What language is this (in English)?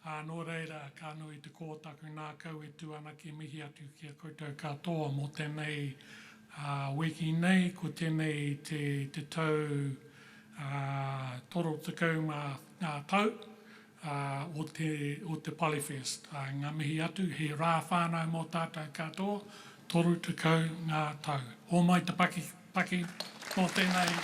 Māori